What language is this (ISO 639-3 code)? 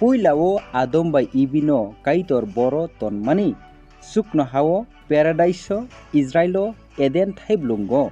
trp